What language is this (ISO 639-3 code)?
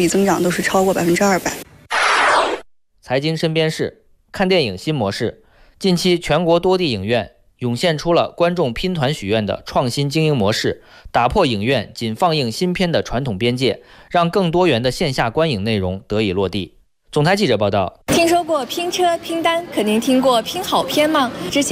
zho